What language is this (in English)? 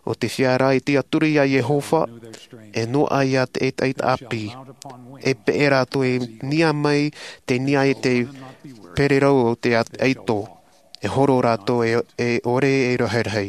Tahitian